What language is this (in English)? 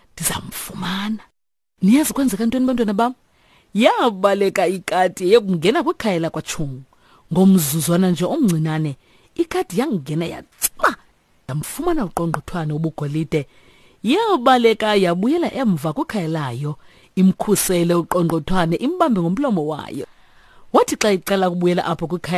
Xhosa